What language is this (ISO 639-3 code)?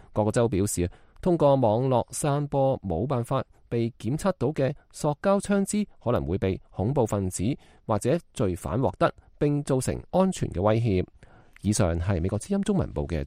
yue